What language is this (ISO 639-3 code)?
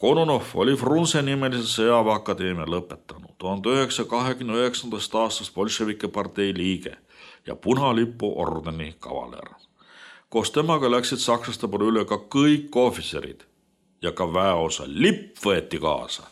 est